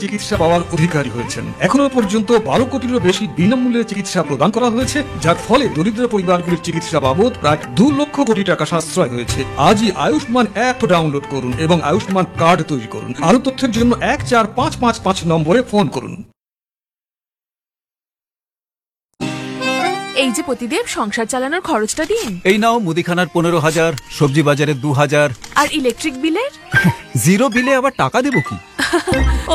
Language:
Bangla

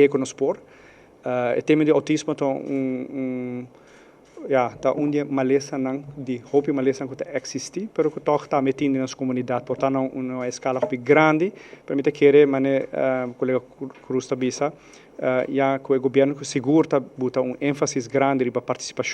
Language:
Papiamento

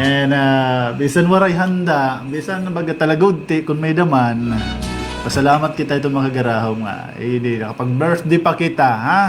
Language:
Waray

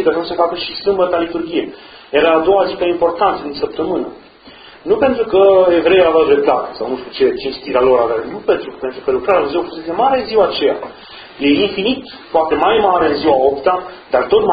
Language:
Romanian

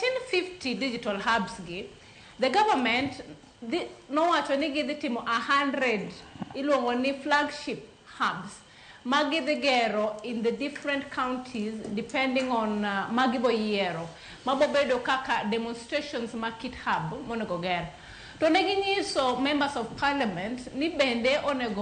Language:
Luo (Kenya and Tanzania)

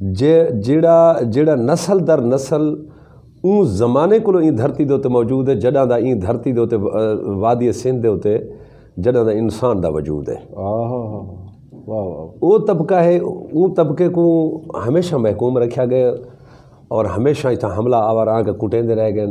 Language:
Saraiki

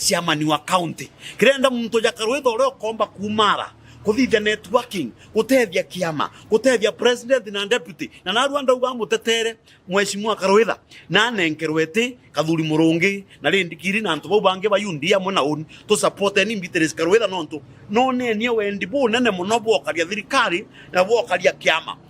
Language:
Meru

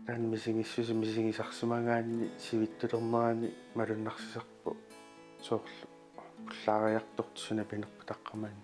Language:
Kalaallisut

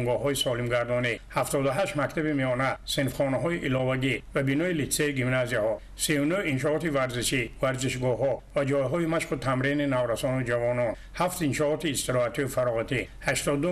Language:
Tajik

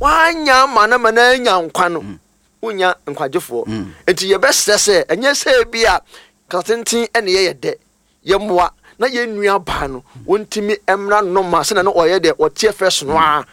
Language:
Akan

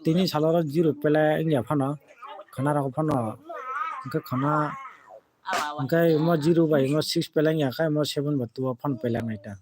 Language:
Kok Borok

